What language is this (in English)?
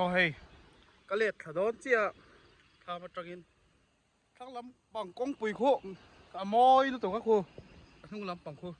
Mizo